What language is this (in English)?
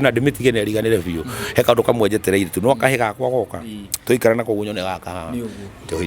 Kikuyu